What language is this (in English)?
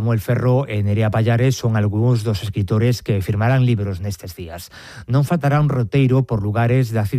Galician